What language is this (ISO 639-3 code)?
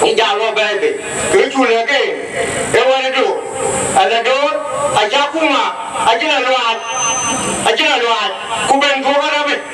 din